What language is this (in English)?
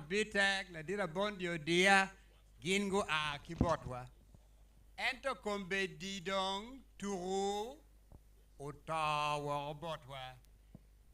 Acoli